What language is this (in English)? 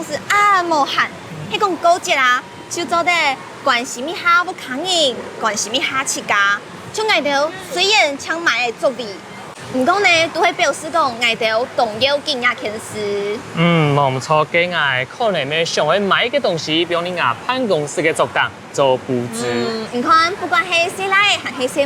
Hakka Chinese